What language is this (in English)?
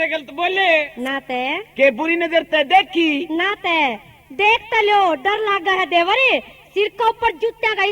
Haryanvi